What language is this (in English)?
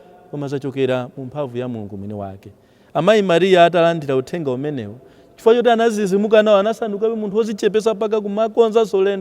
Nyanja